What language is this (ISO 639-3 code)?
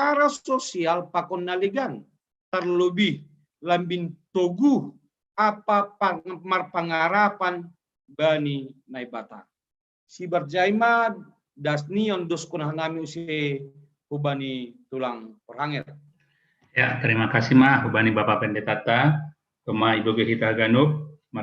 bts